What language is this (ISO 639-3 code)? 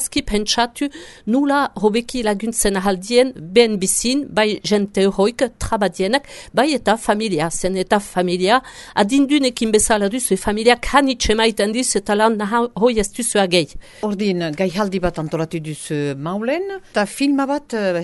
eus